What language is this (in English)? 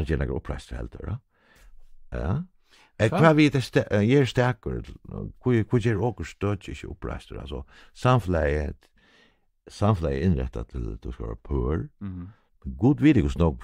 Faroese